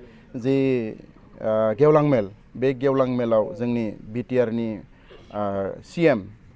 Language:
Bodo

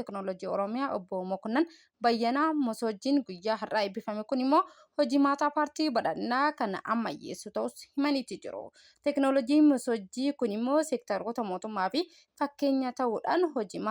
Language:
Oromo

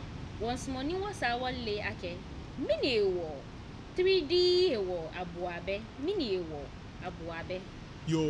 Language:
Ga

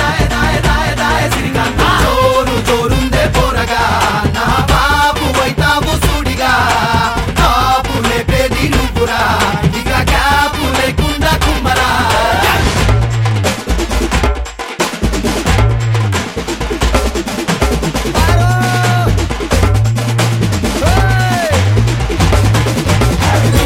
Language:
Telugu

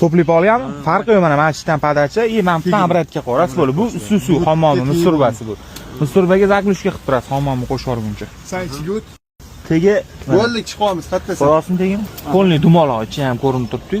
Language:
Uzbek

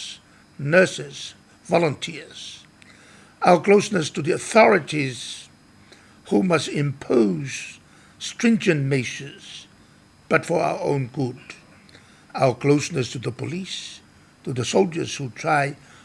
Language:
Samoan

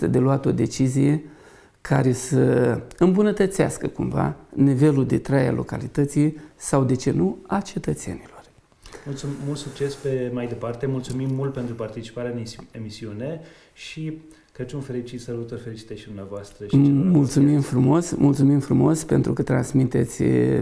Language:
Romanian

